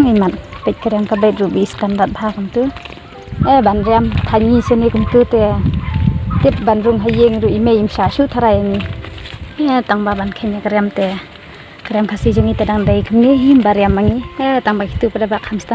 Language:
Khasi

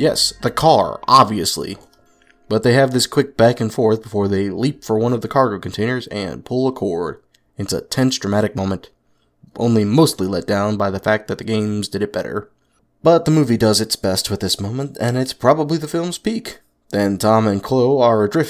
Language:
English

